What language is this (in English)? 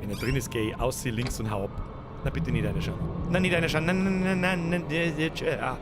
Bavarian